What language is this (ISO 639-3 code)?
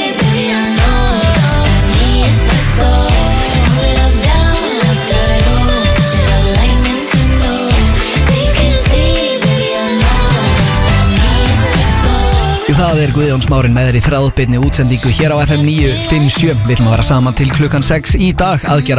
isl